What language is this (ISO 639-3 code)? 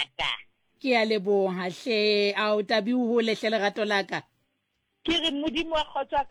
sot